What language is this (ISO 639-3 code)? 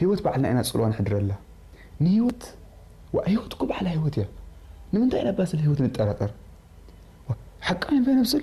tir